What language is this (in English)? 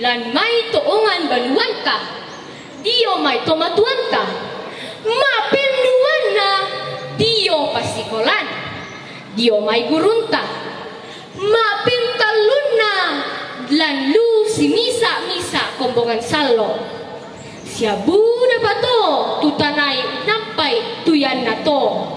Toraja-Sa'dan